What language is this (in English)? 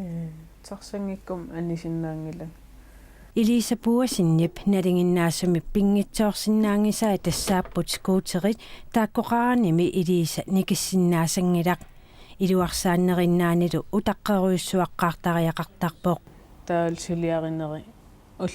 Kalaallisut